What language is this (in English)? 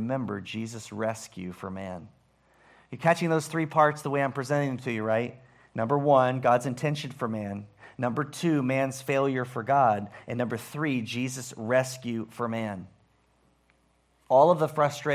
English